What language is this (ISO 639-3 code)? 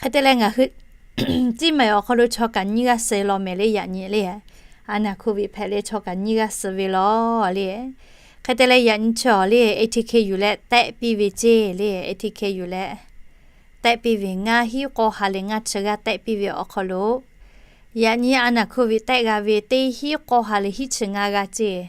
lhu